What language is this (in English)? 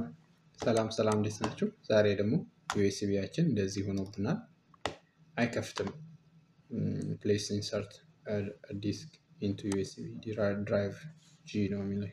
Amharic